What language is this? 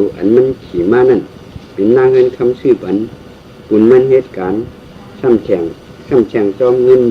Shan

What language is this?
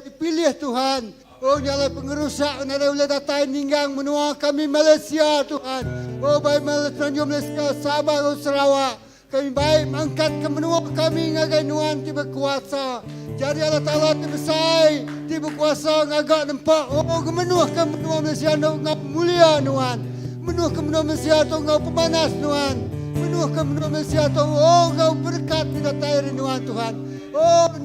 Iban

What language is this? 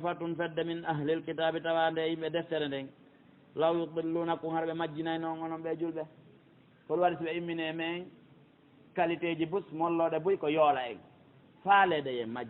Pular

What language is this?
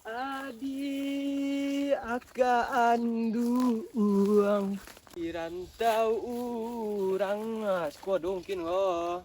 Minangkabau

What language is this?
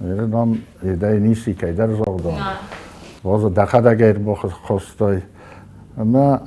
Ossetic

